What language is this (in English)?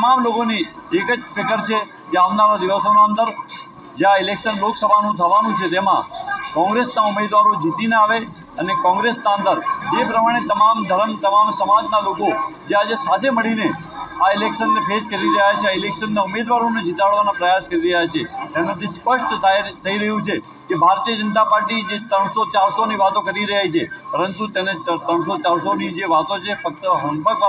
Gujarati